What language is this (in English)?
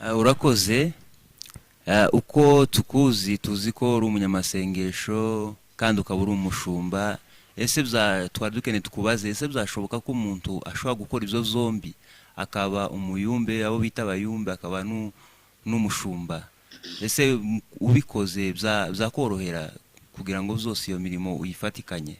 Kinyarwanda